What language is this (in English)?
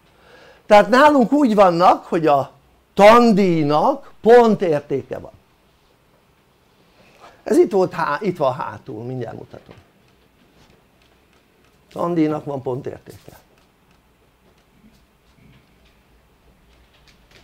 Hungarian